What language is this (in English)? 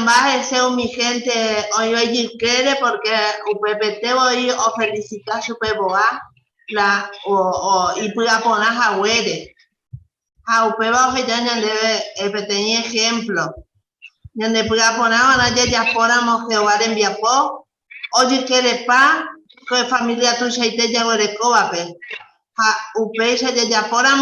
Guarani